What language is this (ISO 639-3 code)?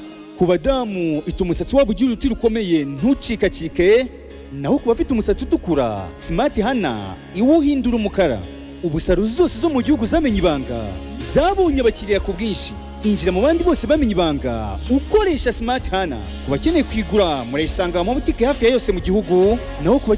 kin